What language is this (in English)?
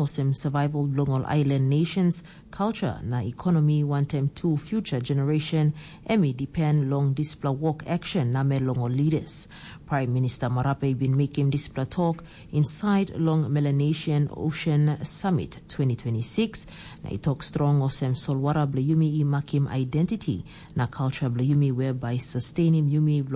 Tok Pisin